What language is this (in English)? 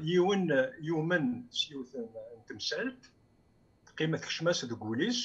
Kabyle